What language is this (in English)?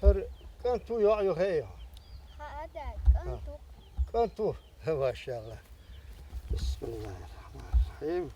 Chechen